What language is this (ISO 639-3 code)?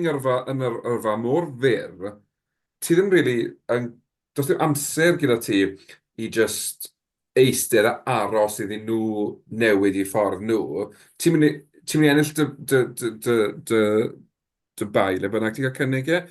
cym